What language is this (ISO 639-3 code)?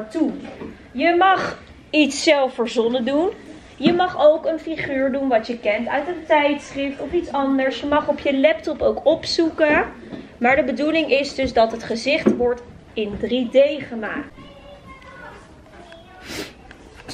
nld